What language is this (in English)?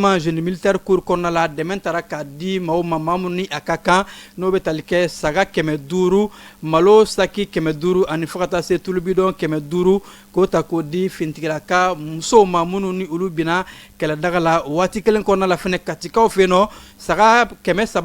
Bambara